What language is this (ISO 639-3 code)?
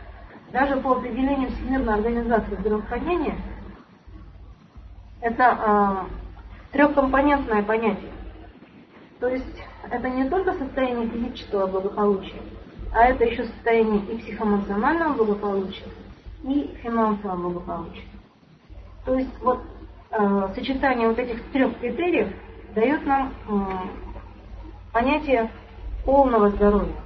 rus